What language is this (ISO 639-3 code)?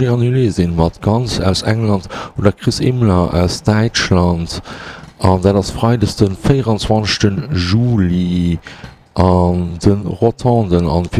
ltz